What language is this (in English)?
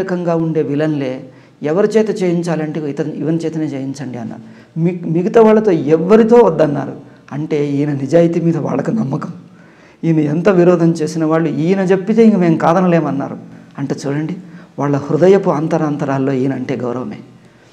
Telugu